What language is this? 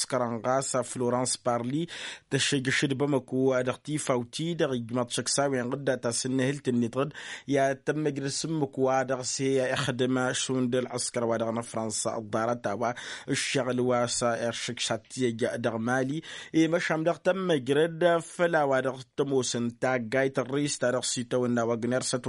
Tamasheq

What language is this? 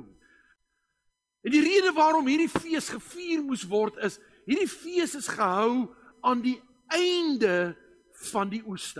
Afrikaans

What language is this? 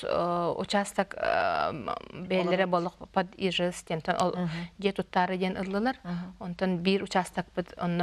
Yakut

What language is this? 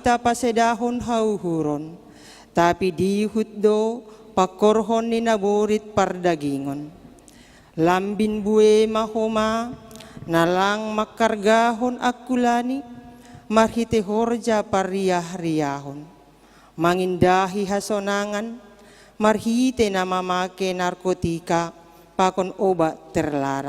Batak Simalungun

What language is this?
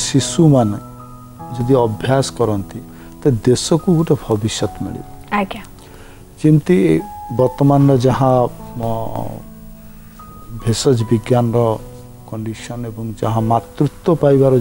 Odia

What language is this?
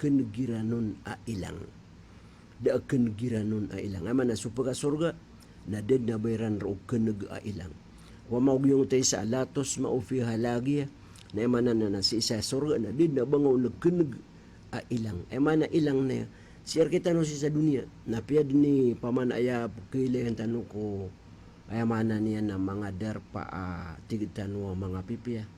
Maranao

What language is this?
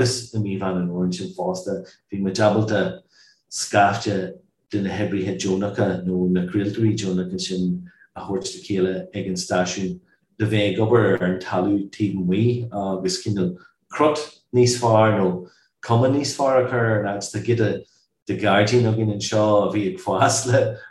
Irish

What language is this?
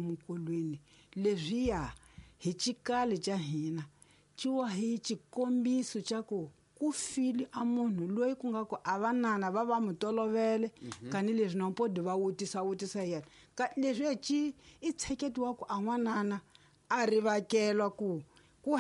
Tsonga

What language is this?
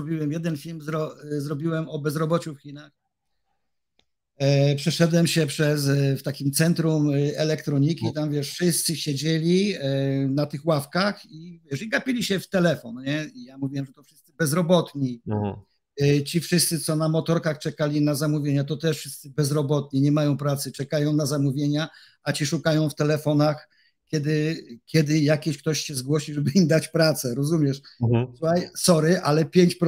Polish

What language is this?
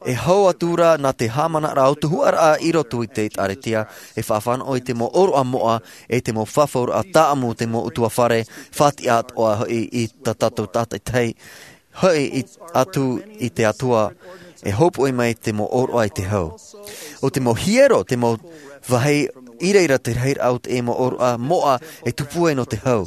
Tahitian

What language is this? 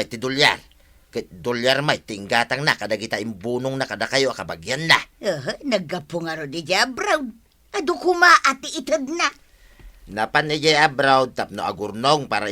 Iloko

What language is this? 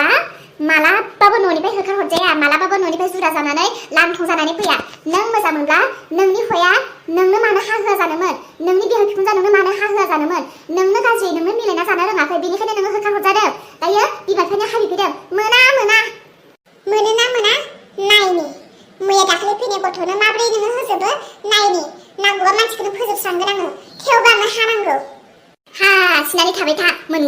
Bodo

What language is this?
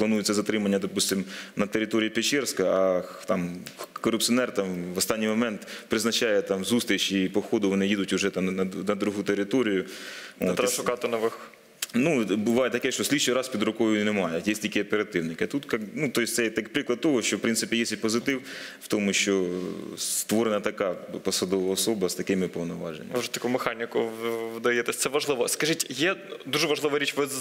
Ukrainian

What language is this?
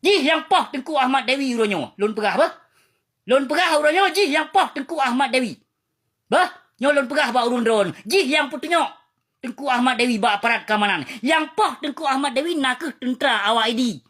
Achinese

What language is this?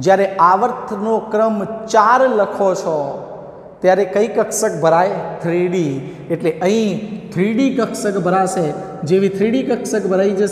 Gujarati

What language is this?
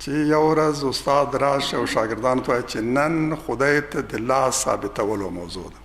Pashto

